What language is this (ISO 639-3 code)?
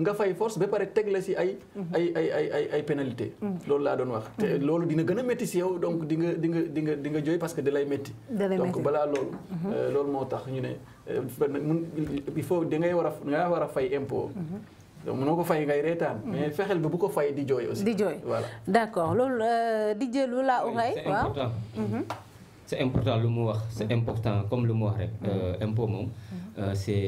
wol